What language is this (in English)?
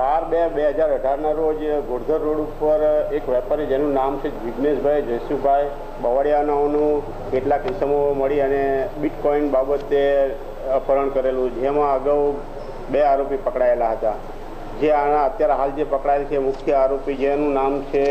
Gujarati